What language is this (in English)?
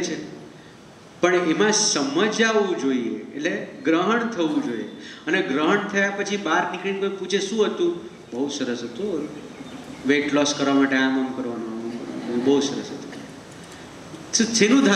Gujarati